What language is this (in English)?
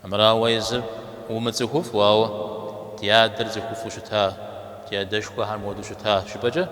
Kabardian